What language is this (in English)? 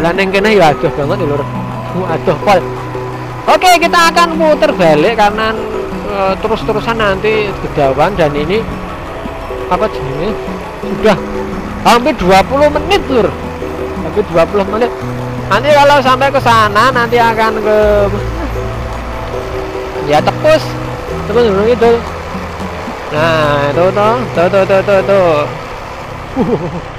Indonesian